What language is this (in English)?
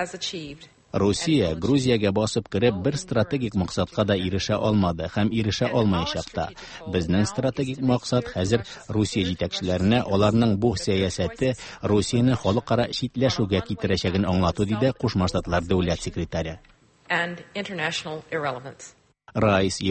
Tatar